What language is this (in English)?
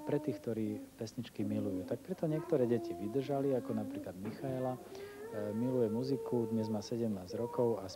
Slovak